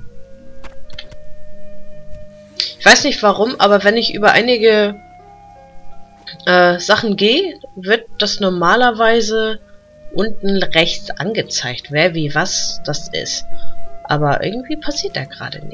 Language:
German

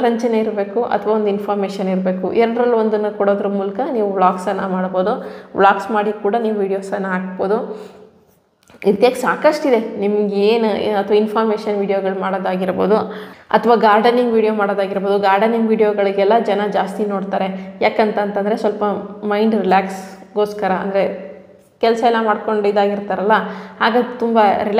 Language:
Kannada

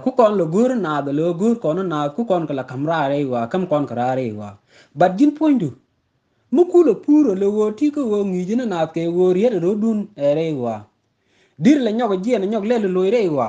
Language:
Nuer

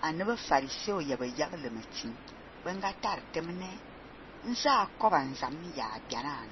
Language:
Fang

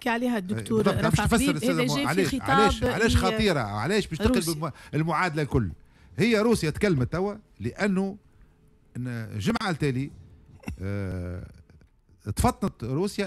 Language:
Tunisian Arabic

